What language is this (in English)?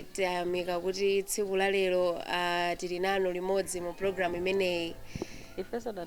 Nyanja